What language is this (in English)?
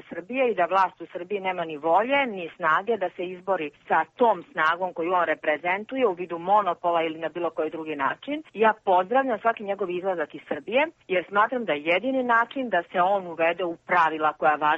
Serbian